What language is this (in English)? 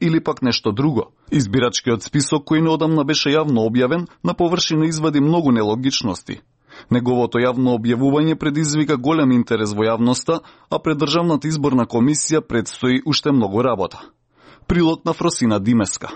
Macedonian